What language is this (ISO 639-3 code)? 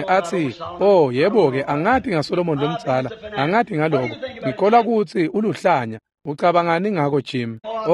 ssw